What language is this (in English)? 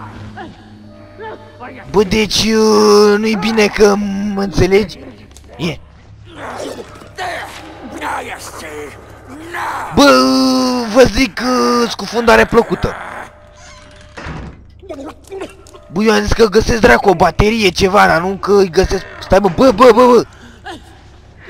Romanian